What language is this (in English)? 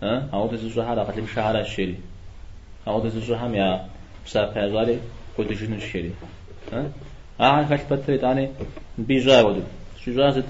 Kabardian